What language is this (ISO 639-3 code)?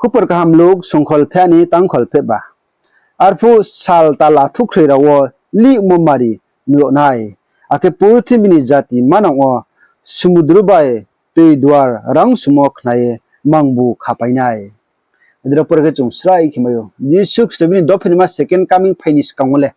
ria